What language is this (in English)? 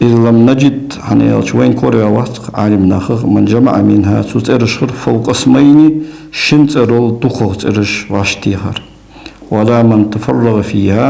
Ingush